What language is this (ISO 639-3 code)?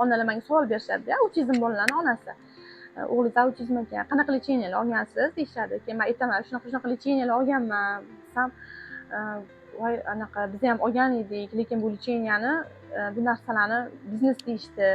uzb